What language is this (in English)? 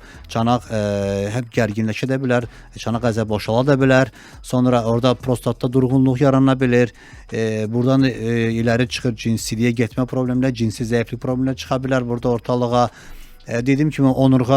Azerbaijani